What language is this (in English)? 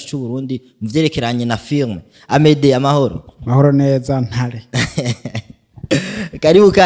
Rundi